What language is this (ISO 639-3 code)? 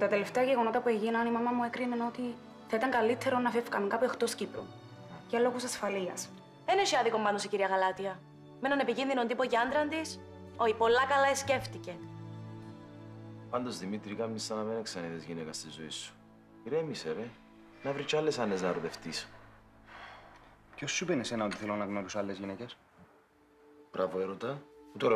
ell